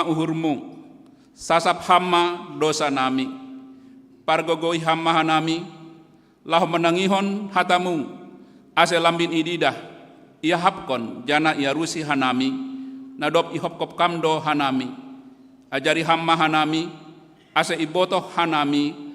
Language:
Batak Simalungun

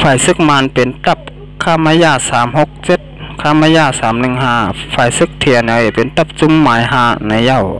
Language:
Shan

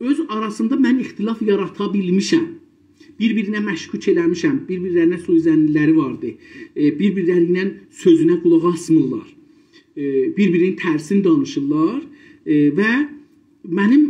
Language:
South Azerbaijani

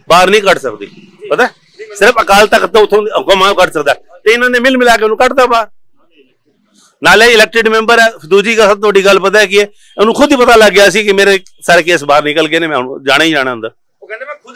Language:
Punjabi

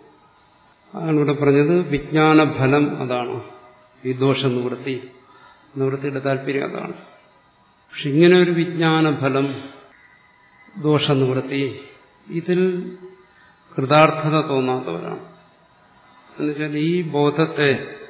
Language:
Malayalam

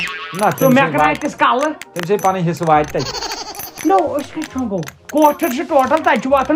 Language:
Kashmiri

